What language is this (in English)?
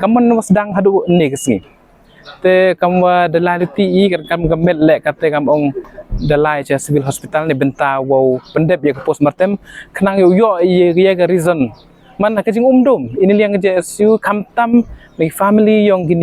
Pnar